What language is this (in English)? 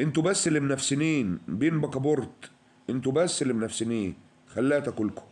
Egyptian Arabic